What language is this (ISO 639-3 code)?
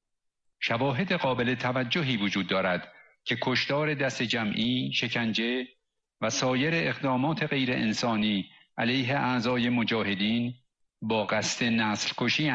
fas